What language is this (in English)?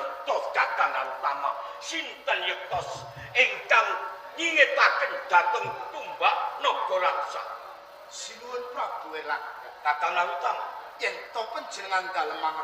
Javanese